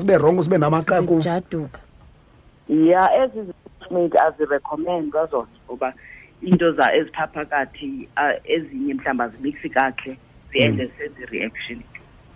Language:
Xhosa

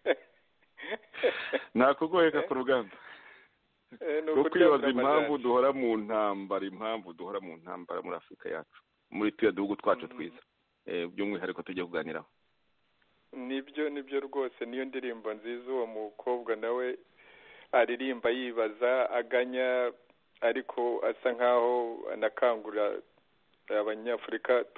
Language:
Kinyarwanda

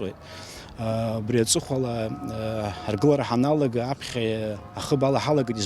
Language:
Abkhazian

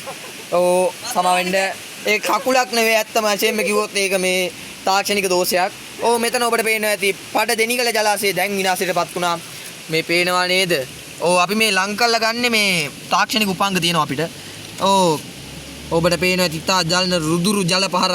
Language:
Sinhala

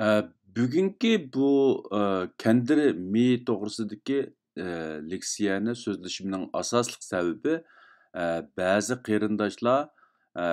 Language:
Uyghur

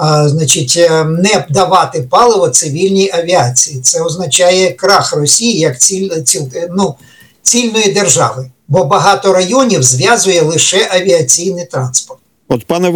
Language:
Ukrainian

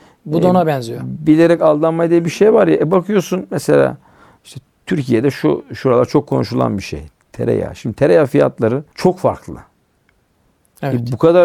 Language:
Turkish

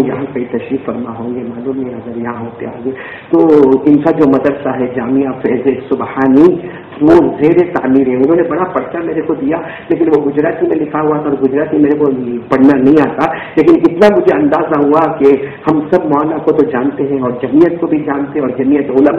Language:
Urdu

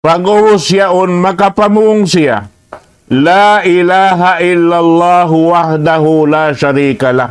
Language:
Tausug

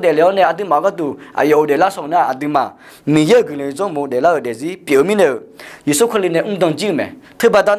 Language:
Akha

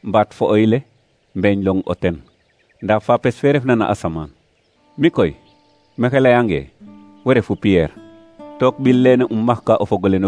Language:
Serer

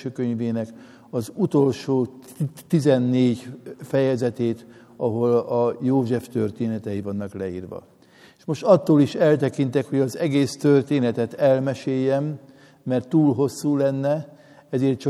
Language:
Hungarian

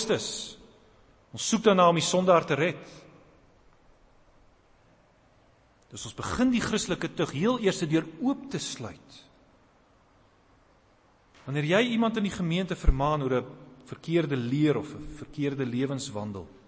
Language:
Afrikaans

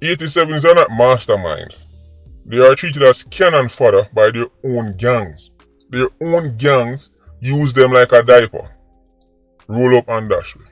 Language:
Jamaican Creole English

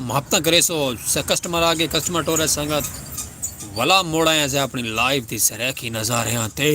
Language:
Saraiki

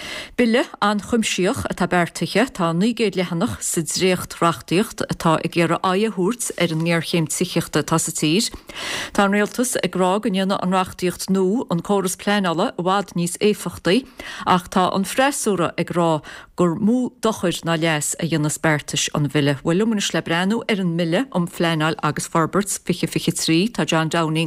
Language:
Irish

